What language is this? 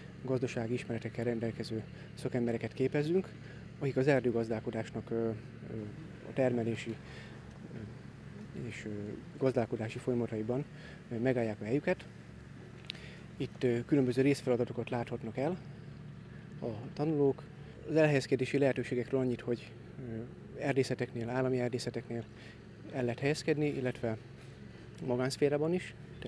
Hungarian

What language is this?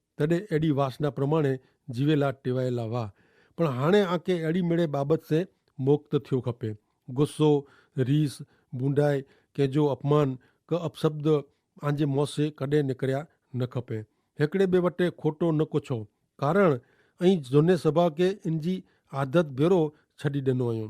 Kachhi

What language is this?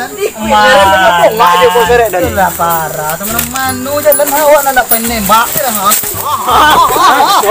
Malay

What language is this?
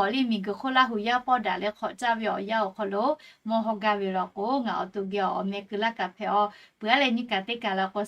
Lahu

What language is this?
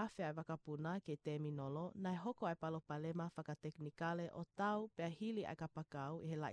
Tongan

